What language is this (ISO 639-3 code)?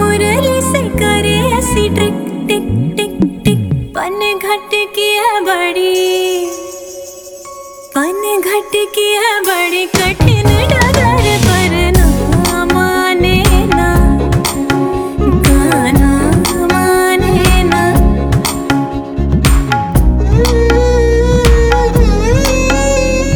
hin